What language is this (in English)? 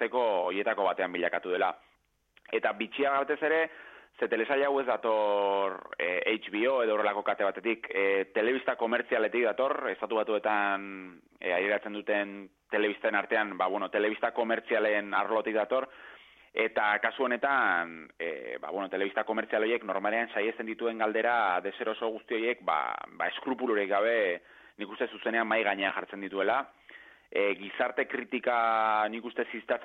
Basque